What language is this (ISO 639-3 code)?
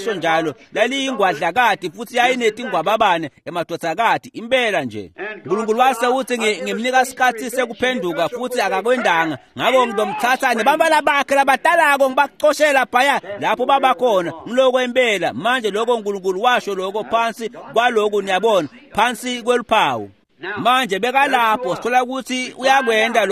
ssw